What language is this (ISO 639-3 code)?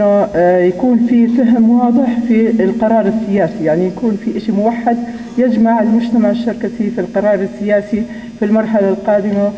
apc